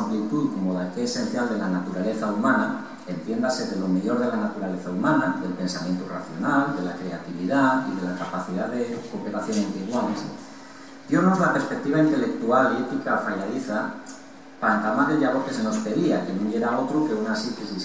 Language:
Asturian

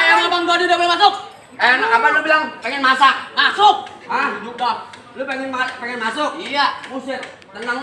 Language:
Betawi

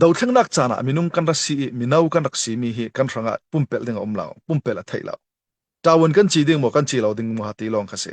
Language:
Falam Chin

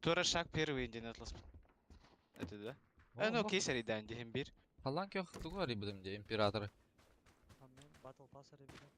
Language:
Yakut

